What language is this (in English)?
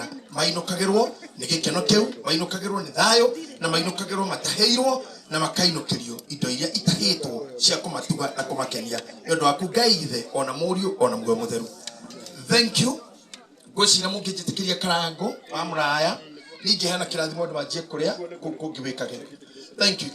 Kikuyu